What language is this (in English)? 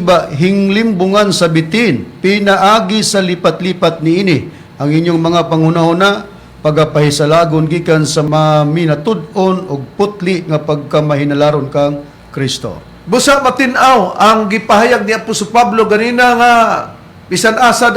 Cebuano